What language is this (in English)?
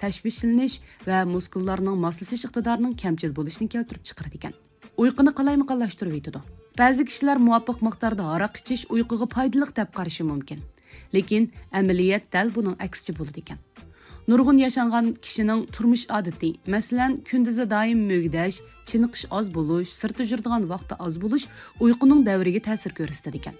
Uyghur